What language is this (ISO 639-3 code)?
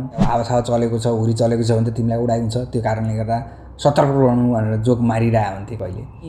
nep